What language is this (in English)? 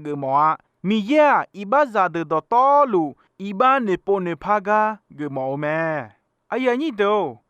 Akha